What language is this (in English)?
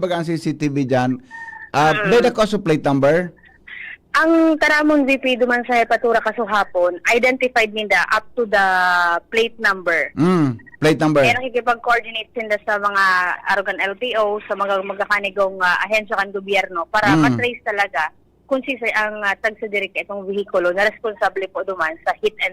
Bikol